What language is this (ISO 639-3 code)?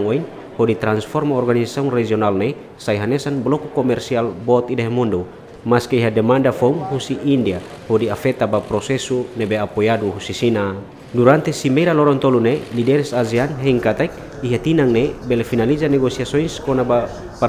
tet